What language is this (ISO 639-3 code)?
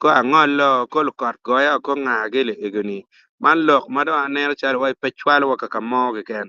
ach